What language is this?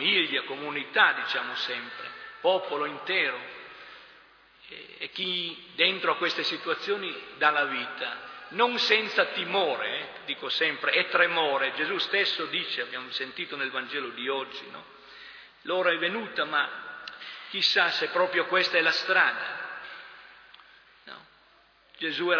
Italian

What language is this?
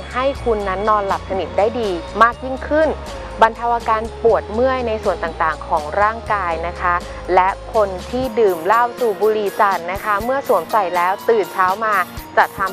Thai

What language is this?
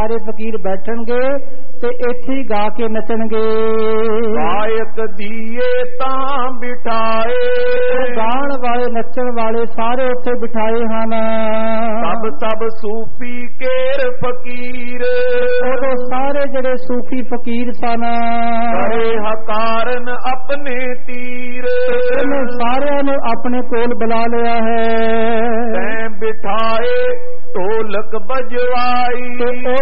Punjabi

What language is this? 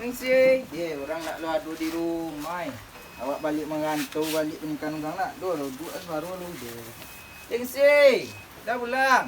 Minangkabau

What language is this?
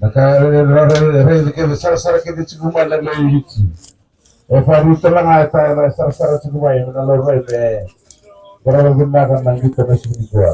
Fijian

